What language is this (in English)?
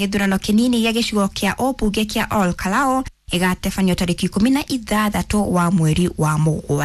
Kikuyu